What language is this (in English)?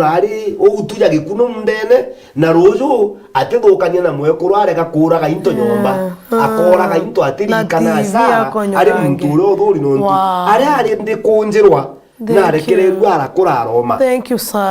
Meru